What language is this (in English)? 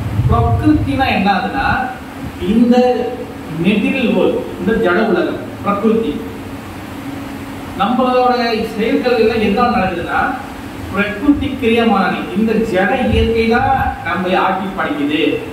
Tamil